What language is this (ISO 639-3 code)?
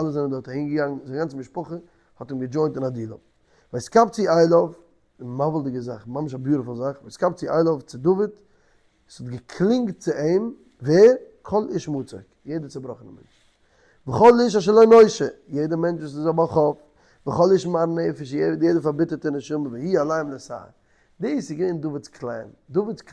yid